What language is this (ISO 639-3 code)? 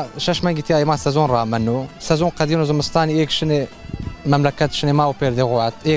zza